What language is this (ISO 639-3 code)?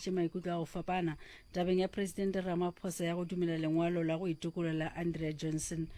nso